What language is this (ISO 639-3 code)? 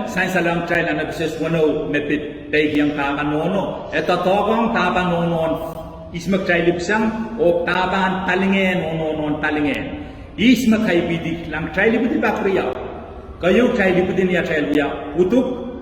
pon